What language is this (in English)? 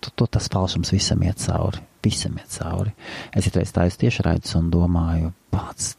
Latvian